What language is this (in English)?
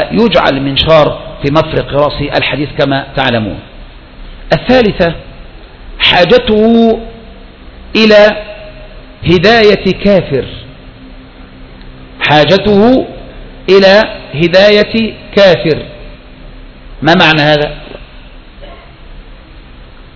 Arabic